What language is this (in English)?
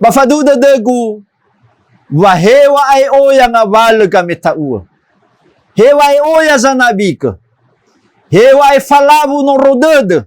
Nias